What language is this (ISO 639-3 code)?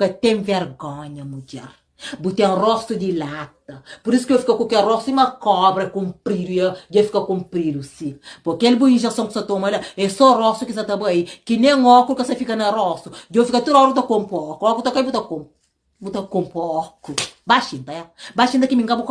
kea